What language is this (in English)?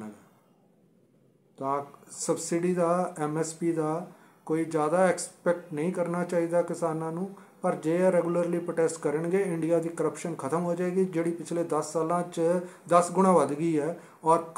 Punjabi